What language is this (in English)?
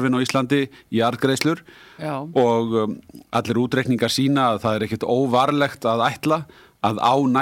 Icelandic